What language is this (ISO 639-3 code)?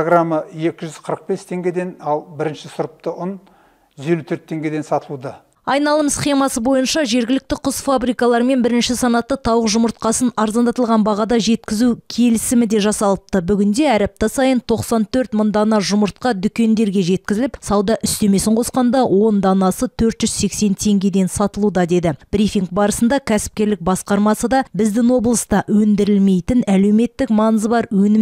kaz